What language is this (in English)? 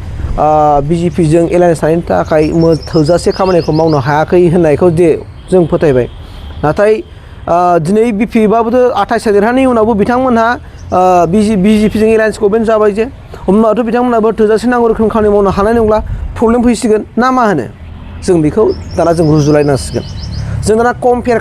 Bodo